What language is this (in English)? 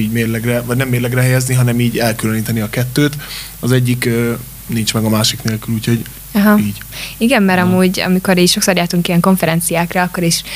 Hungarian